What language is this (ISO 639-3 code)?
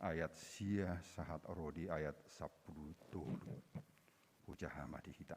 bbc